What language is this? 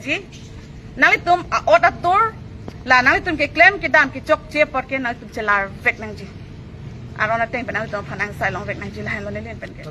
Karbi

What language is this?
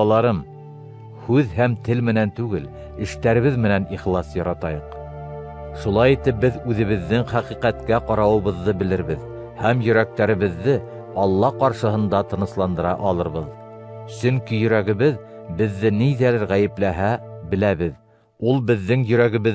Bashkir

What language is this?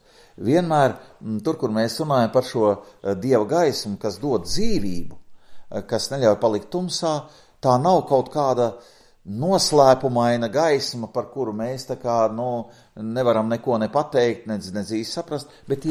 Latvian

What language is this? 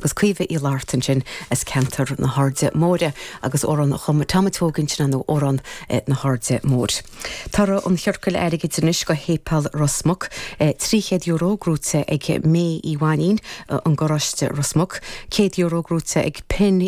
Irish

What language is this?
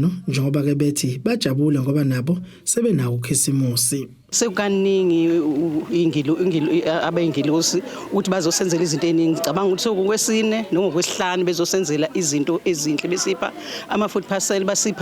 Zulu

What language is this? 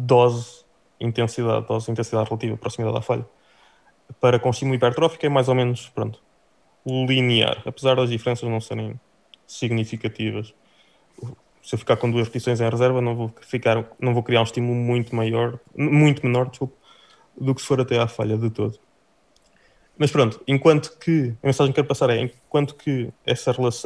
Portuguese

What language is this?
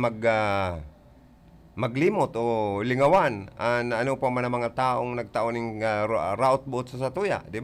Bikol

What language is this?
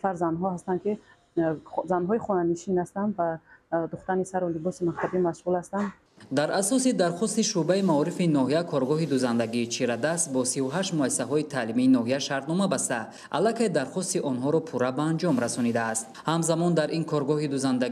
Tajik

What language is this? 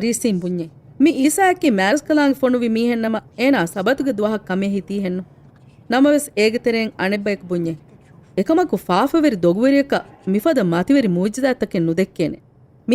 Divehi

